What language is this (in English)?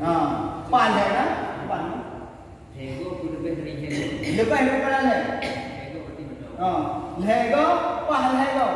Achinese